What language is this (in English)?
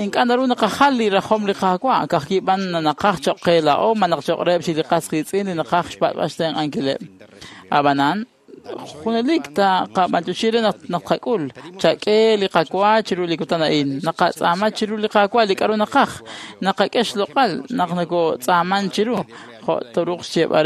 Kekchí